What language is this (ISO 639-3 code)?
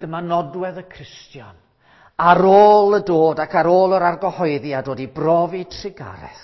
cym